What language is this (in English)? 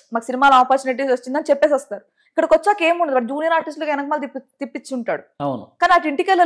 Telugu